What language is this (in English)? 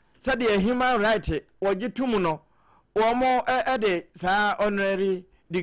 Akan